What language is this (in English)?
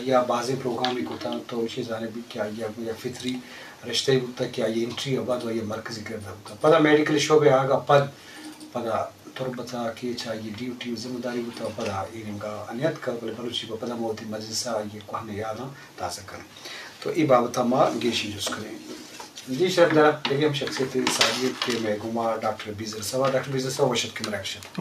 Eastern Balochi